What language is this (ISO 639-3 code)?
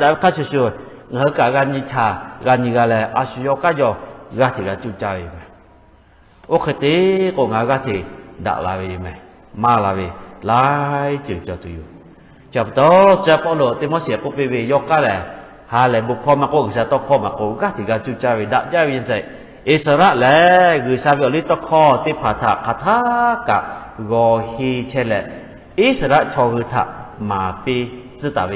lhu